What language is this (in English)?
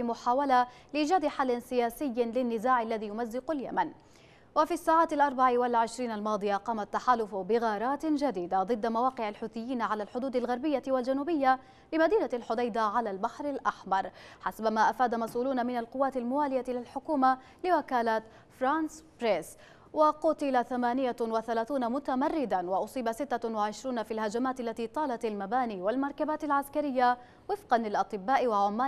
Arabic